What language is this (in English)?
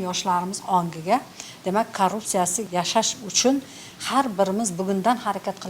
Uzbek